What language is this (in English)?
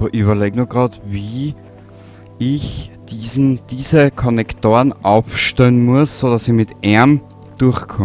Bavarian